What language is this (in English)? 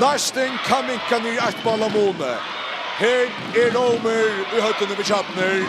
Faroese